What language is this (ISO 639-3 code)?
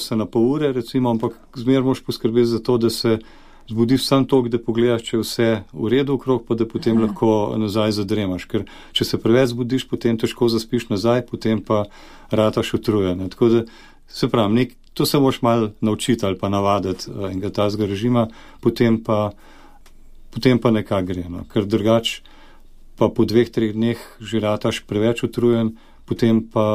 slv